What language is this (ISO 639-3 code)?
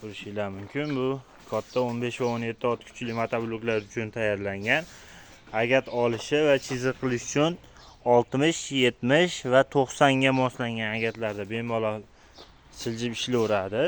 uzb